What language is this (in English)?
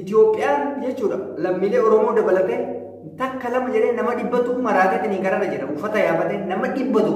Oromo